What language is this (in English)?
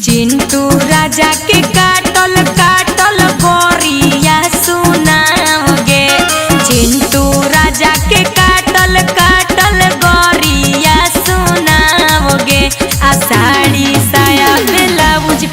Magahi